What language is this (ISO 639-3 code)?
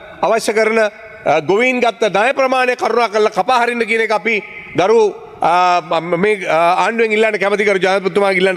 sin